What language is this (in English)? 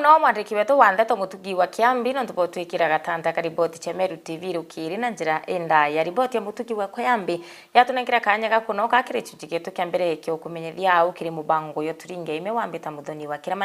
Meru